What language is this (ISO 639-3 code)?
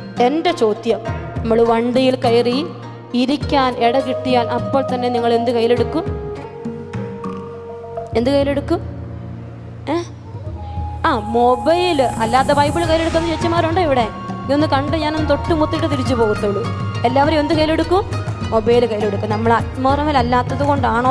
mal